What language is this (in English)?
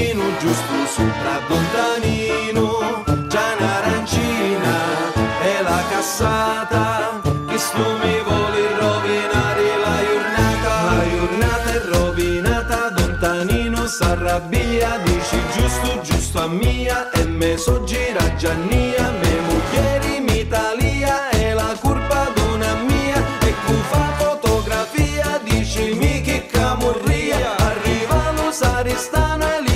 Sicilian